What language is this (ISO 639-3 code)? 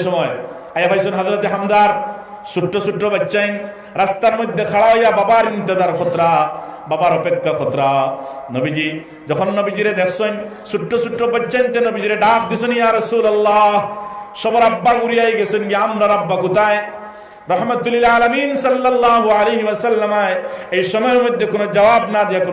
syl